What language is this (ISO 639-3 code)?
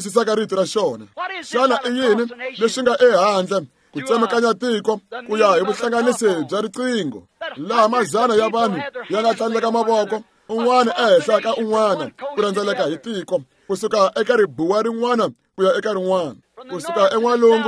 tso